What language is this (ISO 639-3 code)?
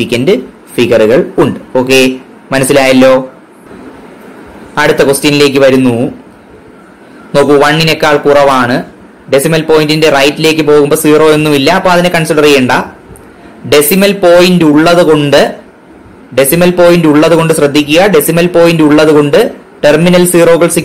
mal